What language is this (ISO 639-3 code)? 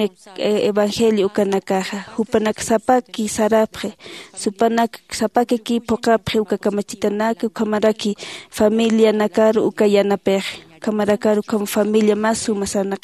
aym